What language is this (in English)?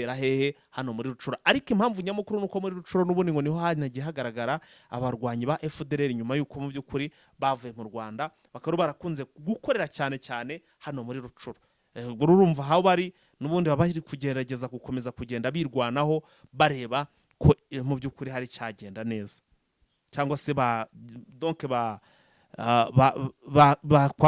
Kinyarwanda